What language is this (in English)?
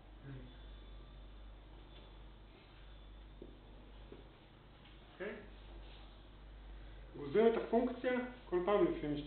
Hebrew